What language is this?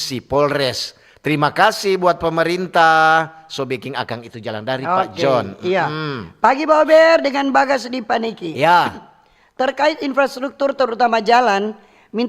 Manado Malay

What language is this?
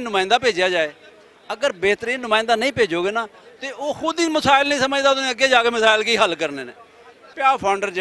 Western Panjabi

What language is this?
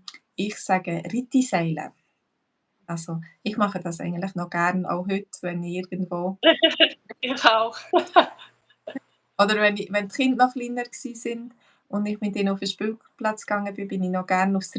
Swiss German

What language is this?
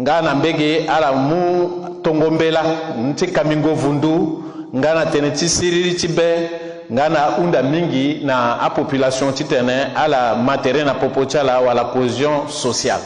Sango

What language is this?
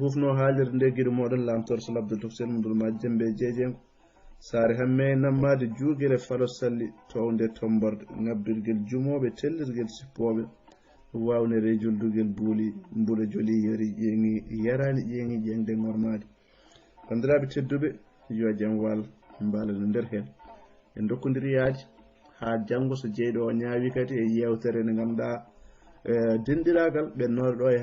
Fula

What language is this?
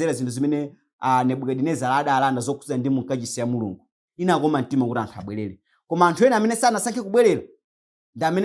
Nyanja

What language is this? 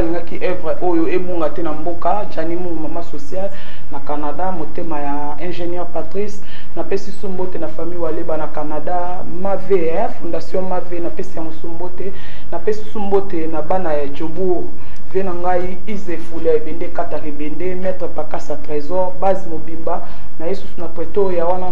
Lingala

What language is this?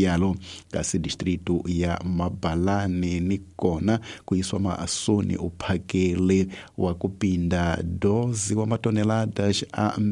Tsonga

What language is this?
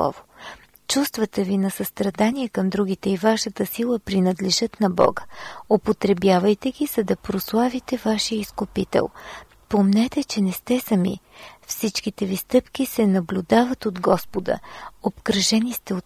Bulgarian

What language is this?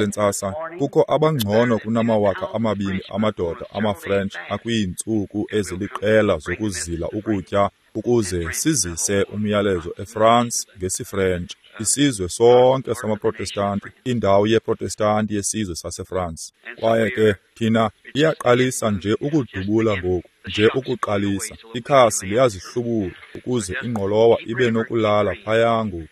Xhosa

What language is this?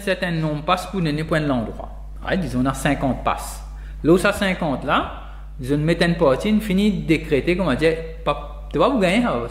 Morisyen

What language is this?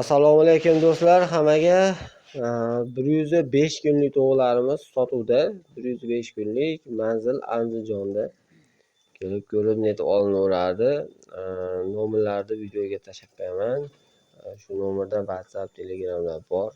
Uzbek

